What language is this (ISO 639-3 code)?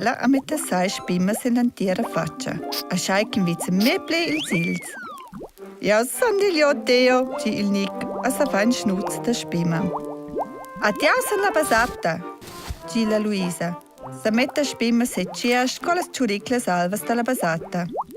roh